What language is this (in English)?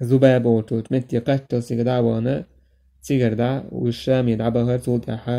Chechen